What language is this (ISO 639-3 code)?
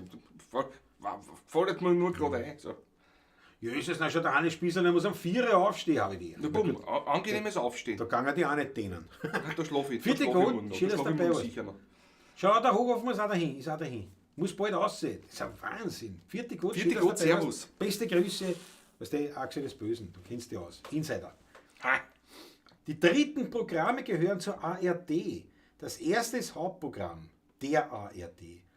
bar